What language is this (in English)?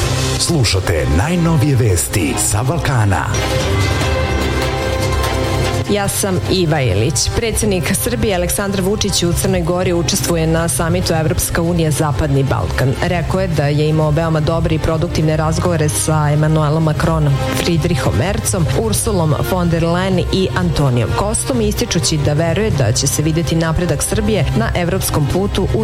Serbian